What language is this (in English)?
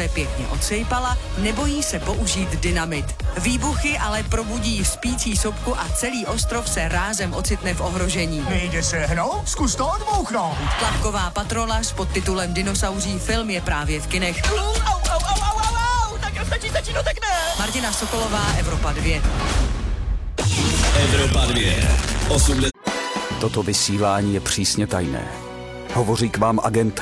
Czech